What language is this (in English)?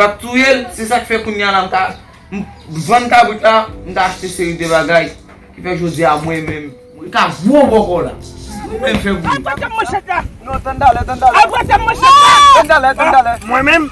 Haitian Creole